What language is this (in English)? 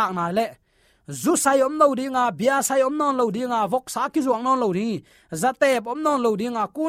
Tedim Chin